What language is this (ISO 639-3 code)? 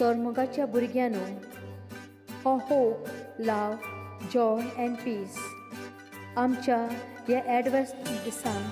kok